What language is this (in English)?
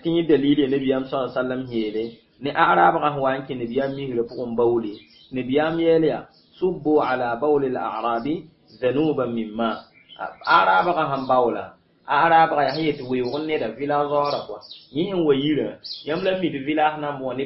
Mossi